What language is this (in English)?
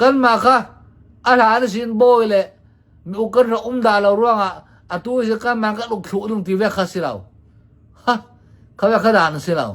Hakha Chin